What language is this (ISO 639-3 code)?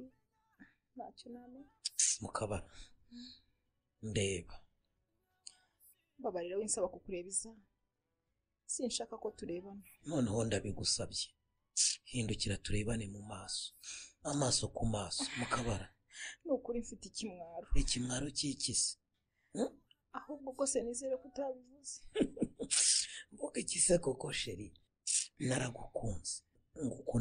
kin